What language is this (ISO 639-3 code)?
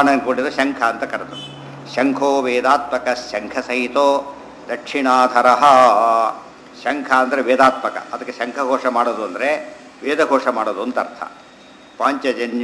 kan